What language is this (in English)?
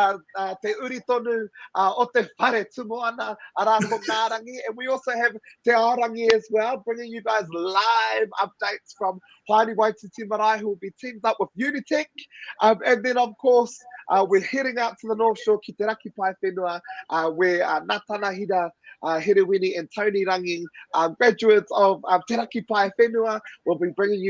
Māori